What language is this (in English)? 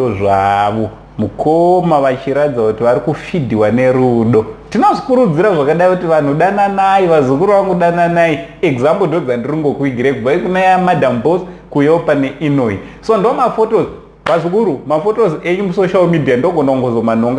Shona